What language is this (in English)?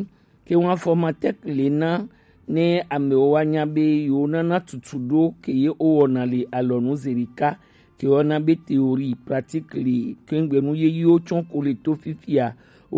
Gen